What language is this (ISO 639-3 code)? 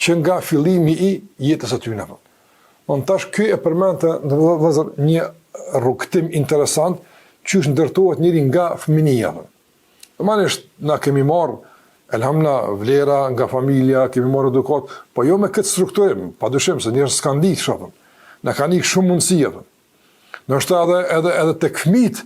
sqi